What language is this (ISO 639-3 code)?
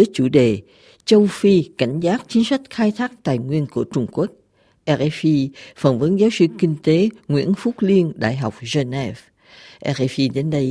vie